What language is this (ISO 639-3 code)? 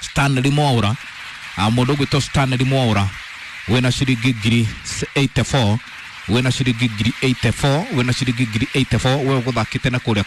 kik